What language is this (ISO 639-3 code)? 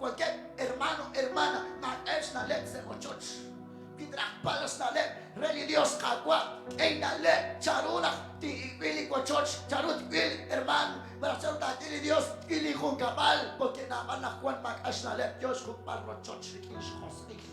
kek